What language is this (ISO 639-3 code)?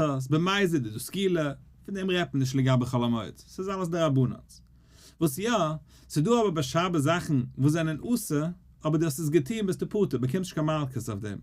yid